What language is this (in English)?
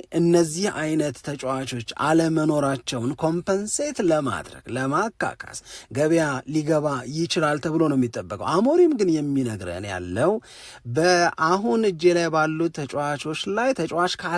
Amharic